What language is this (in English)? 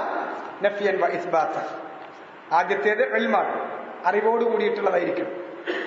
Malayalam